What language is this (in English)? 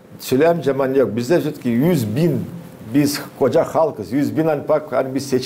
Gagauz